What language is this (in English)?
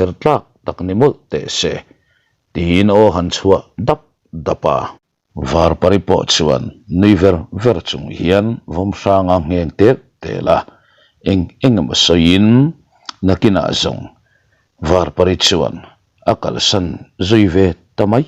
Mizo